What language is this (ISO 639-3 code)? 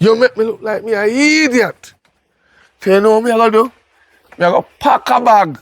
jam